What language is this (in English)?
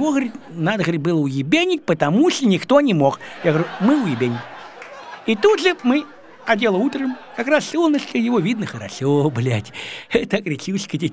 Russian